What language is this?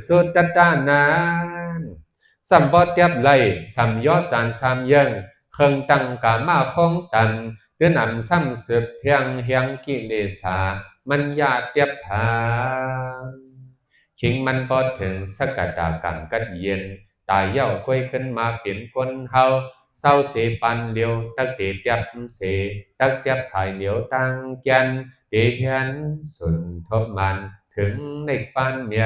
Shan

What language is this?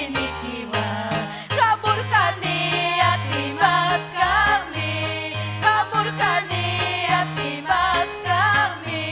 Ayacucho Quechua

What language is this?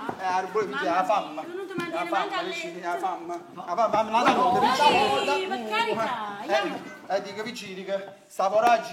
Neapolitan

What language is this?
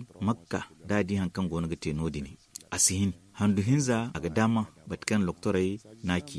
Zarma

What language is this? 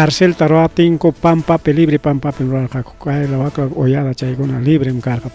Ayacucho Quechua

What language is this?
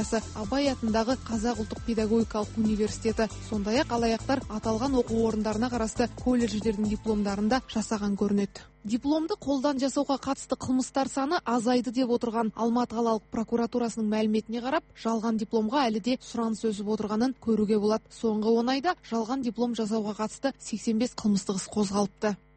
Kazakh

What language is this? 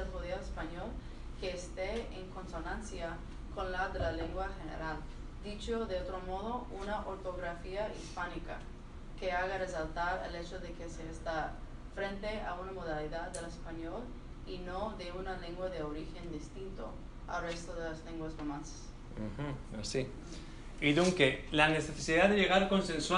Ladino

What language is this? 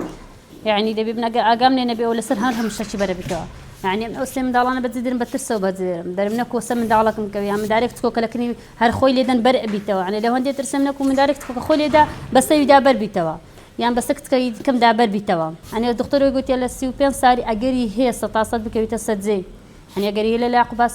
Central Kurdish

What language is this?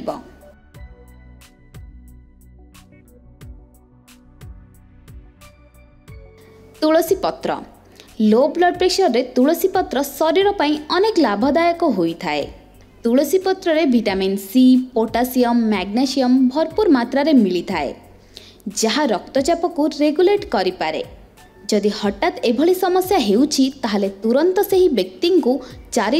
Odia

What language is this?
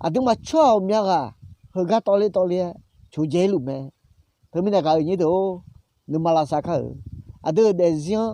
Akha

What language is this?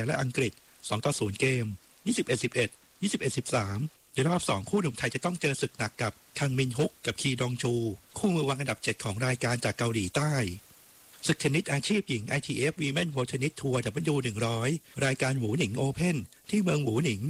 Thai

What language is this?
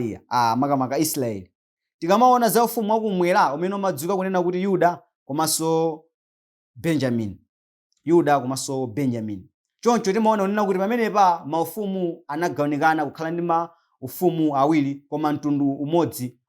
Nyanja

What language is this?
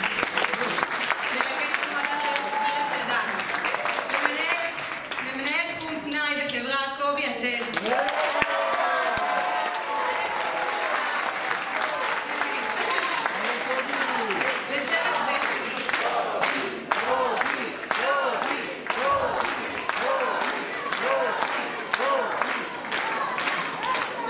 Hebrew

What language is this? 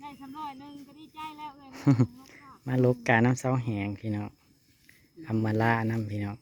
Northeastern Thai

